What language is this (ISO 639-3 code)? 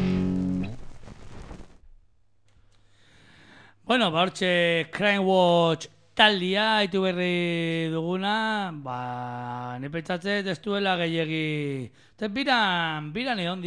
eus